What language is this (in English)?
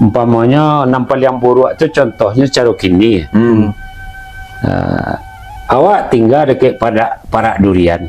Minangkabau